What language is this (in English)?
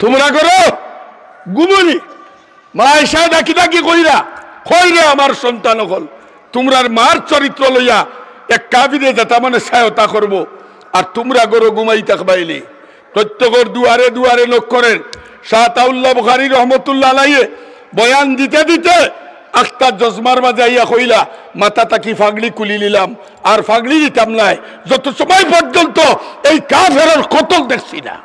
Sylheti